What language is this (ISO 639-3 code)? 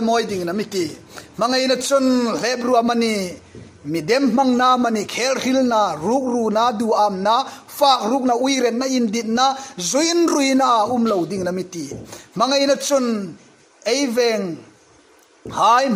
hmr